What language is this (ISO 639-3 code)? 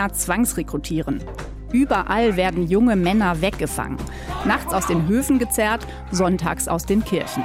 deu